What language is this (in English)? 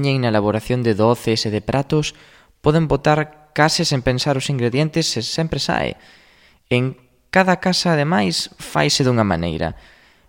Galician